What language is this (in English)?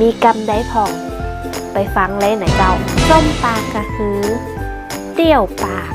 Northern Thai